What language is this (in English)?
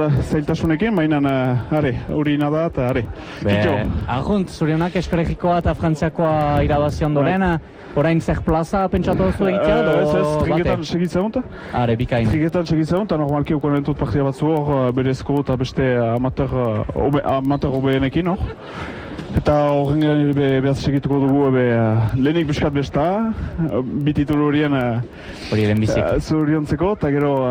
Basque